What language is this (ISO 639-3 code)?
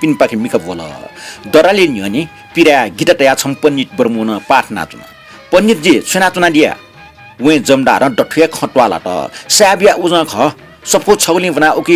new